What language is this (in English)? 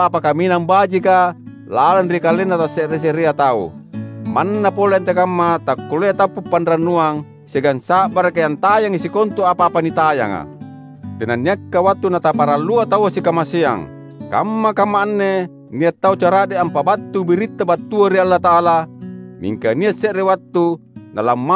Makasar